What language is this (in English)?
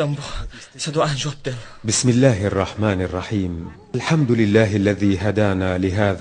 Chechen